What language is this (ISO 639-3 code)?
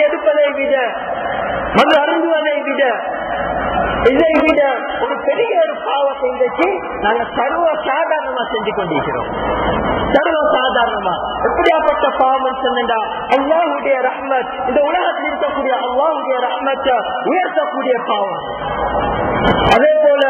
tam